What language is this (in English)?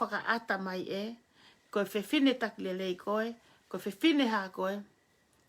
Tongan